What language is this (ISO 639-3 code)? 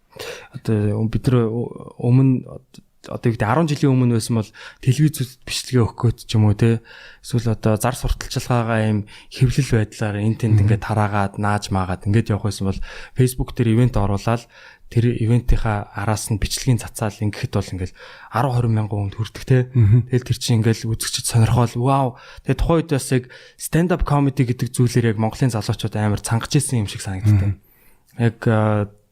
mon